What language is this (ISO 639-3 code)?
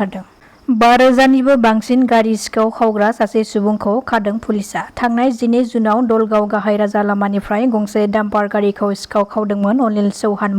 brx